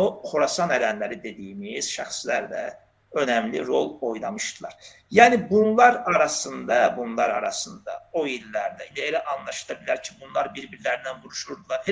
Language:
Azerbaijani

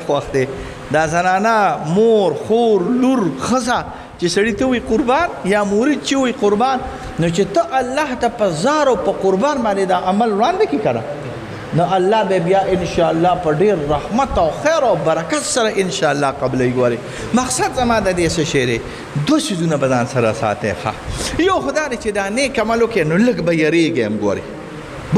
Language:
Pashto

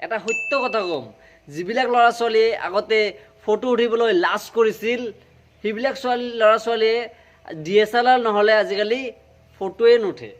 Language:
Assamese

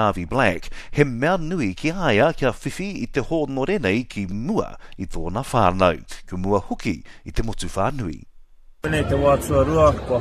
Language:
Māori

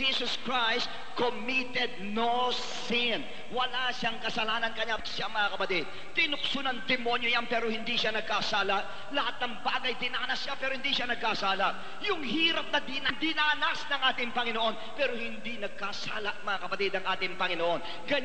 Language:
Filipino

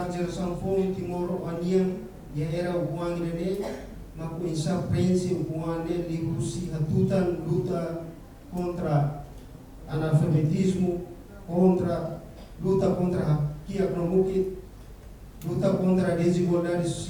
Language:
Tetum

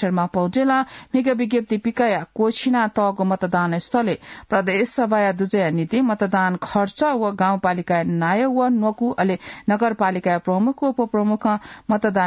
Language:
Newari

